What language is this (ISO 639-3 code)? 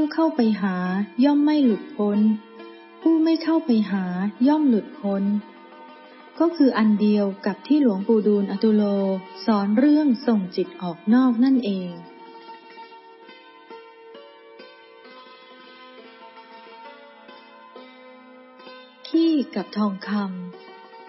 tha